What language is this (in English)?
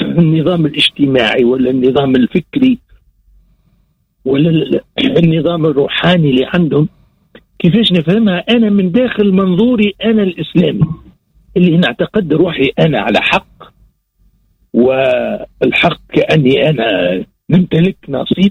Tunisian Arabic